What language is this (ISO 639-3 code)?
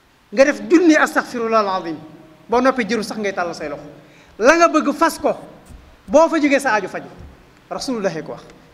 wol